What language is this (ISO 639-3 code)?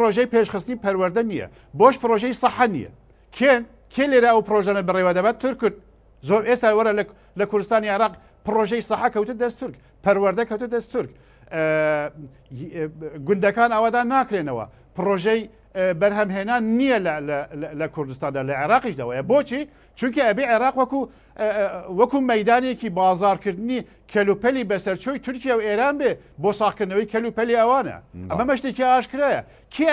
ckb